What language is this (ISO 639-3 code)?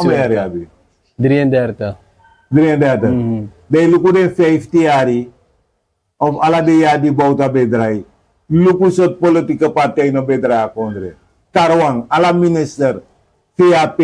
srn